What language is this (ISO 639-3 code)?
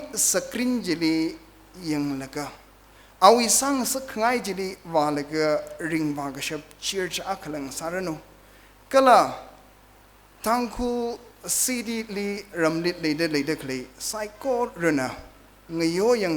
nmf